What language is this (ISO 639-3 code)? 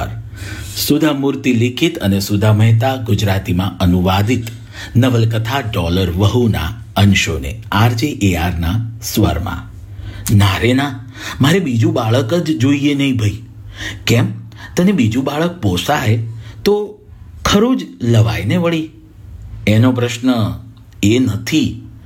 guj